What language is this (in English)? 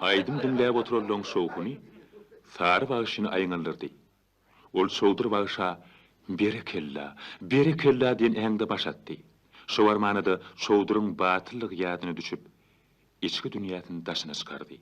Turkmen